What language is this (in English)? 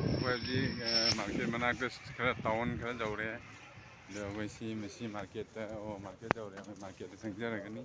Manipuri